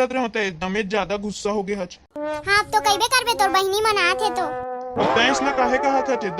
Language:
Chhattisgarhi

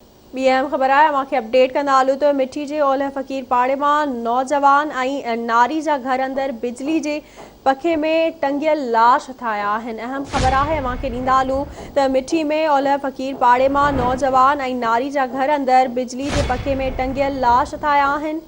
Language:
Sindhi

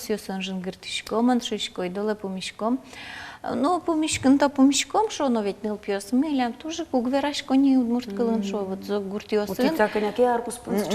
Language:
Udmurt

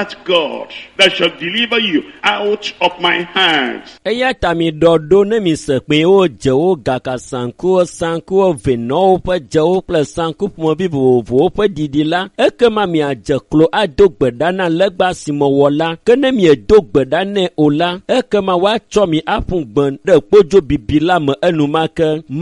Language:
Ewe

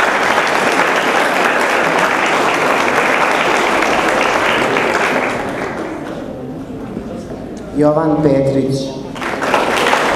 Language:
Serbian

